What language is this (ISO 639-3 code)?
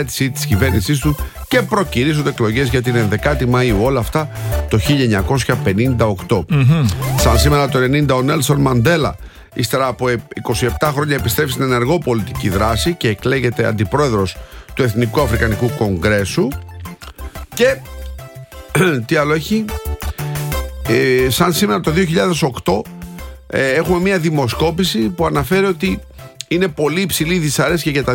ell